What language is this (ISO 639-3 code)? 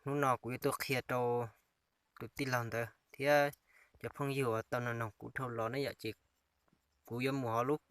hmn